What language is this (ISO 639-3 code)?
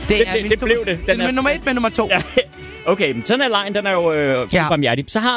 dan